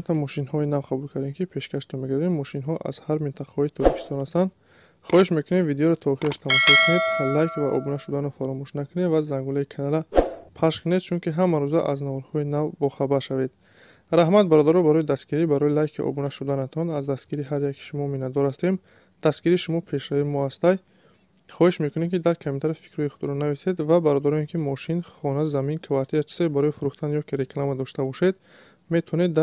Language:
Tajik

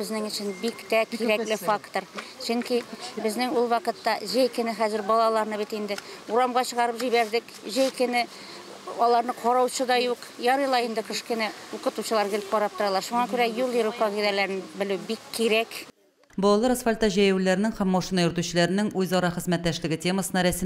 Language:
Tatar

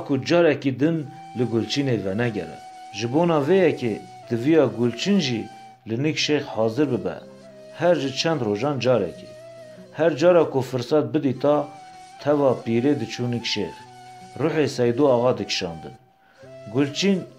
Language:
Kurdish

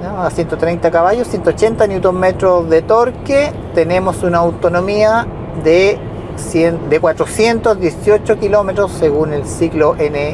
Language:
Spanish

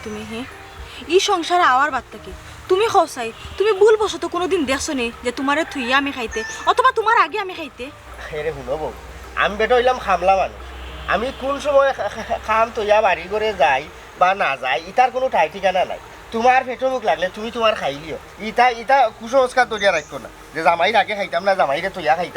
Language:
Sylheti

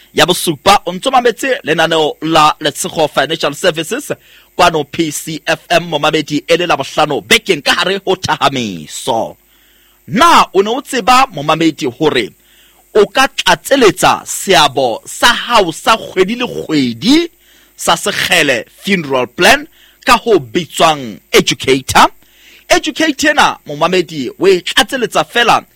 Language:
Southern Sotho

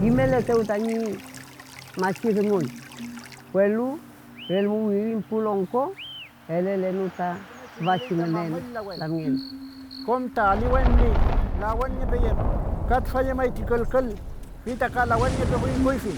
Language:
Mapuche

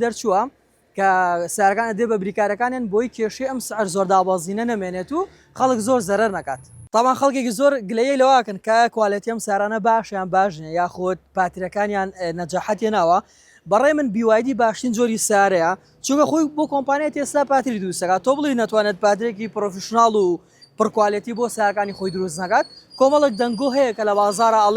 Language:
Central Kurdish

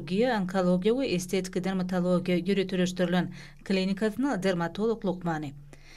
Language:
Turkmen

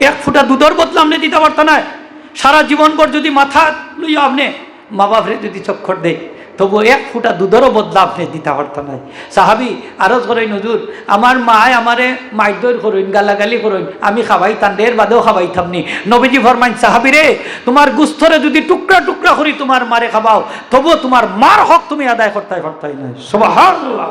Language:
Sylheti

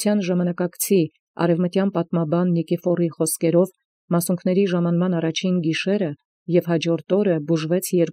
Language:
Armenian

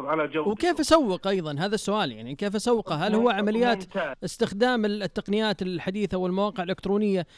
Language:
Najdi Arabic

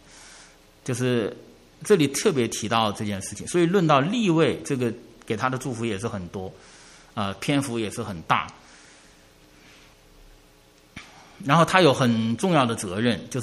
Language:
Chinese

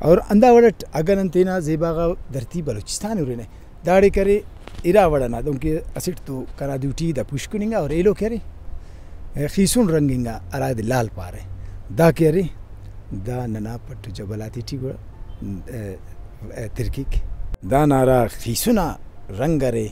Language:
Brahui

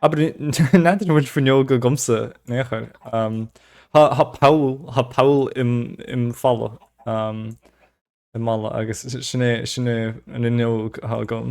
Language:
Irish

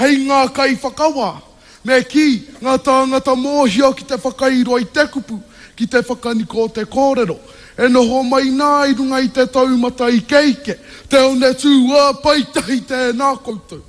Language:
Māori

